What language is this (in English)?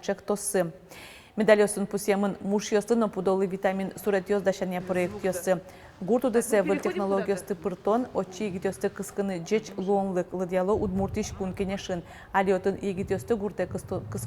Udmurt